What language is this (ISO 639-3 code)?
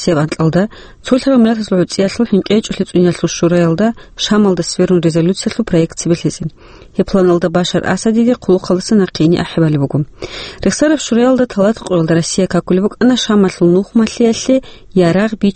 ava